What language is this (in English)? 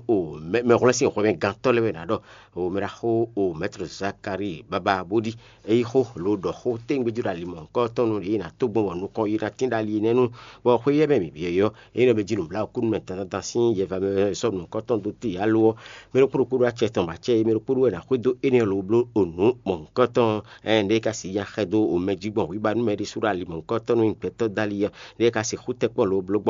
Fon